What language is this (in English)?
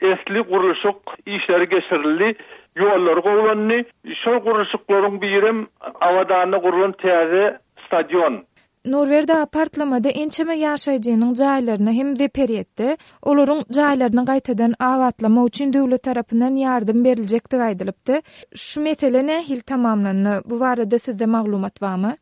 Turkmen